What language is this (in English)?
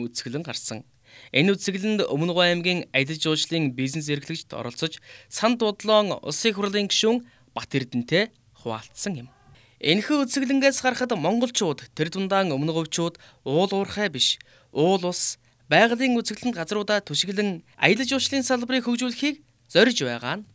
Mongolian